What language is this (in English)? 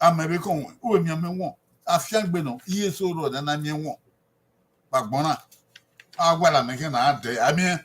Bini